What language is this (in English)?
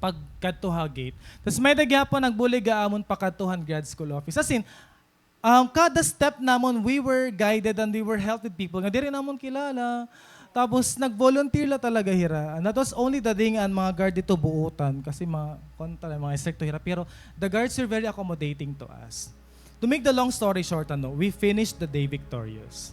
Waray